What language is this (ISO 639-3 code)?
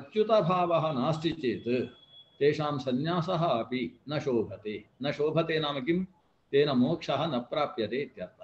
san